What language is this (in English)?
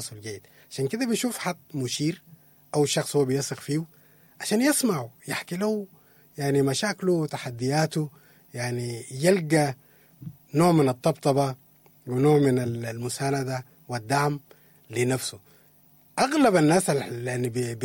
Sudanese Arabic